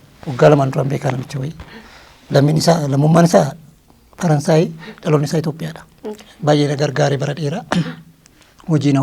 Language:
Oromo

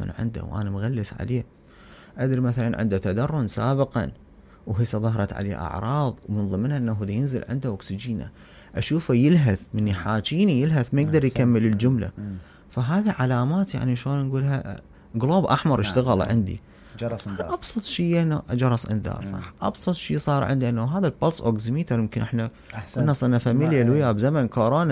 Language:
Mesopotamian Arabic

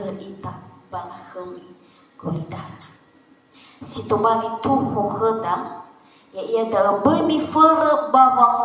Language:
Nias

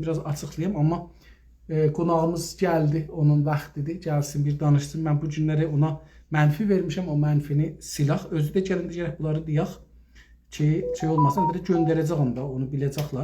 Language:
South Azerbaijani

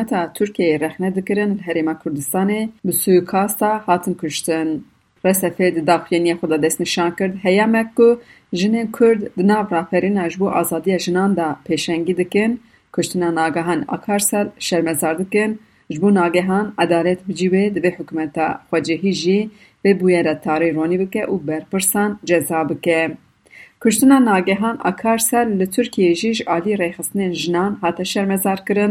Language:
Kurdish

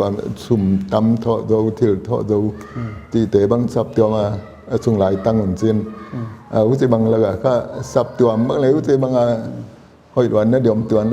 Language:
Paite Chin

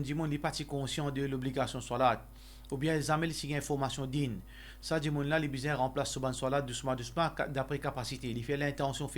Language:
Morisyen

